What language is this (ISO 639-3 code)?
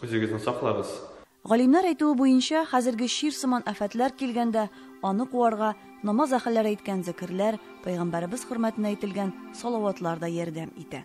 tat